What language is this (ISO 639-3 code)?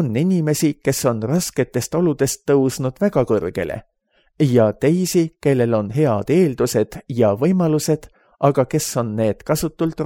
est